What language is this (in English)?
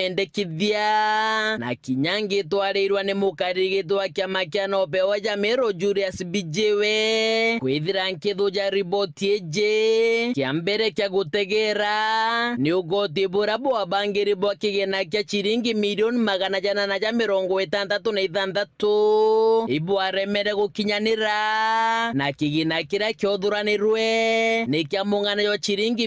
Meru